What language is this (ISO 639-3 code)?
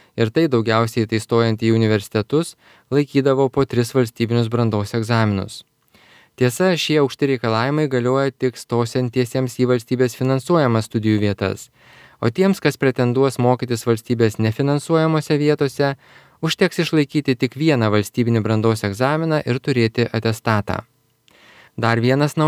lit